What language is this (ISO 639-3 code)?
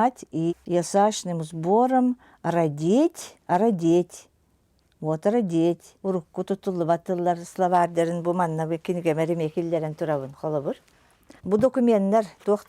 sah